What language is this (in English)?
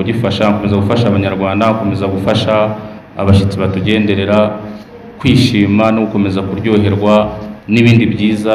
Kinyarwanda